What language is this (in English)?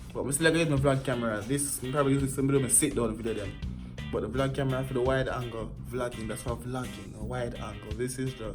Jamaican Creole English